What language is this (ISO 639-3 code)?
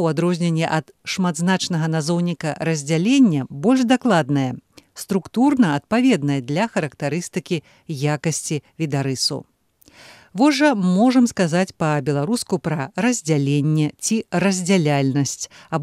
bel